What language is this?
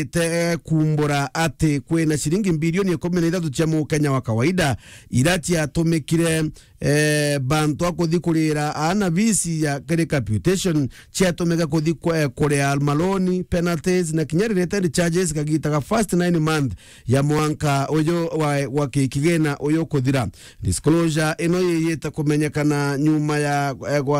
Meru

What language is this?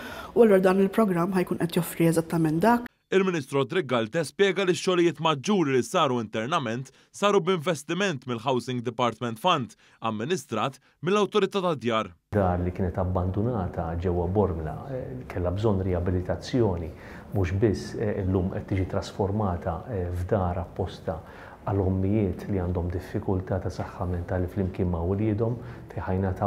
Maltese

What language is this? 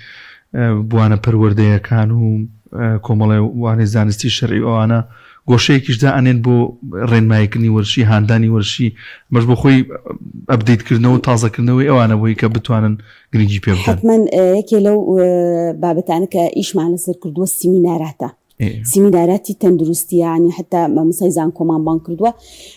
Central Kurdish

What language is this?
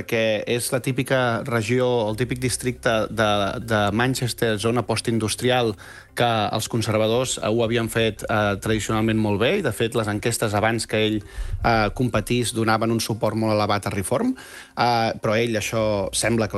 Catalan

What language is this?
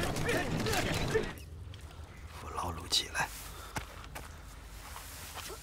Chinese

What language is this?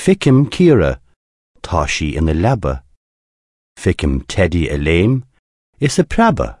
Irish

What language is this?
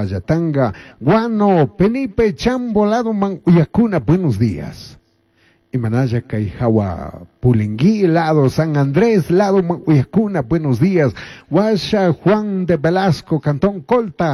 Chimborazo Highland Quichua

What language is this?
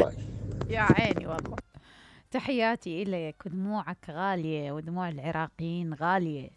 Mesopotamian Arabic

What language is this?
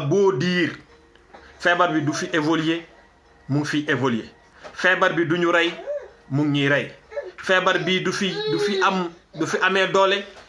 Wolof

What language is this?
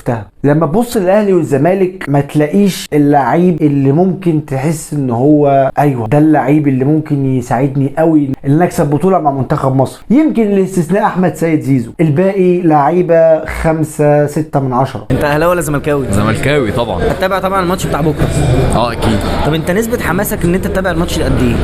Egyptian Arabic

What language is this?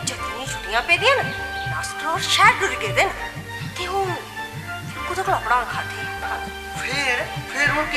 Dogri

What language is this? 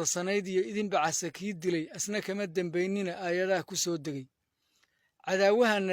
Somali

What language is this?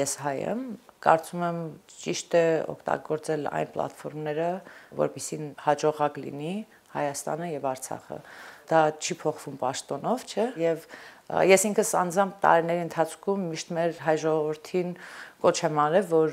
Armenian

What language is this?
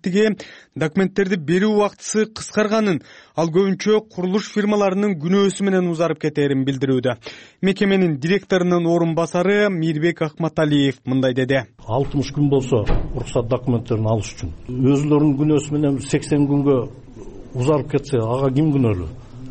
Kyrgyz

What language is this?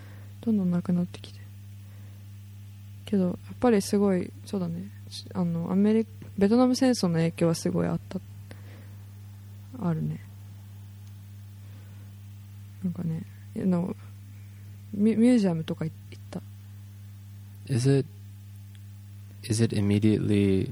Japanese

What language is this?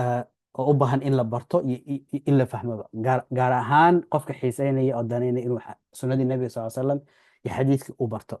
Somali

